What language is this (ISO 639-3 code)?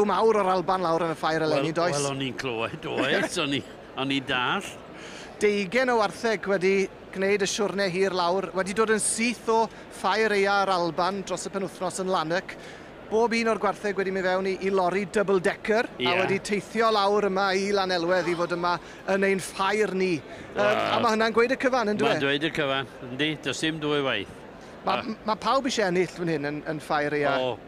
cym